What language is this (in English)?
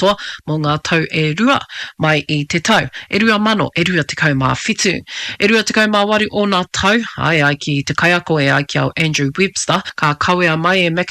Māori